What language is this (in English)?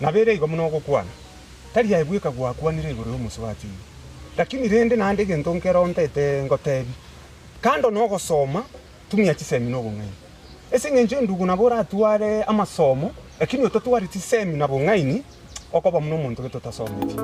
Gusii